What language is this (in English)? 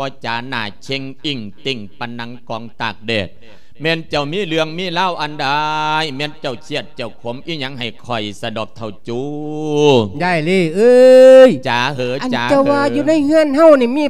Lao